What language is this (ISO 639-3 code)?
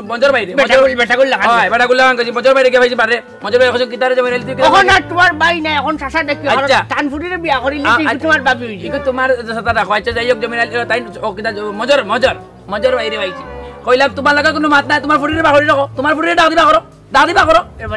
syl